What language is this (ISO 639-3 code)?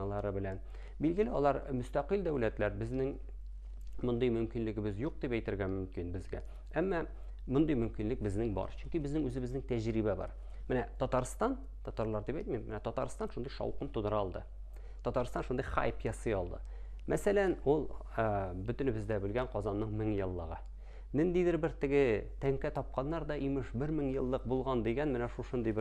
tat